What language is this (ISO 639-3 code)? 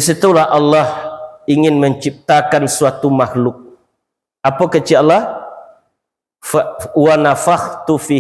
min